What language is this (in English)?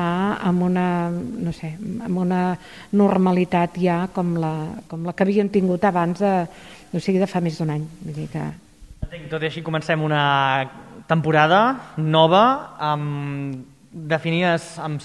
Catalan